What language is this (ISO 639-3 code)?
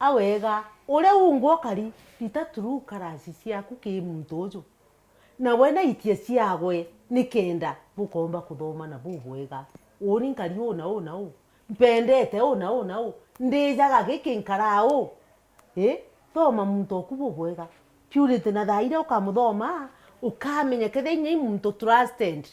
mer